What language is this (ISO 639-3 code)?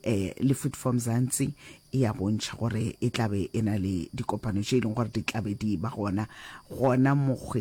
nso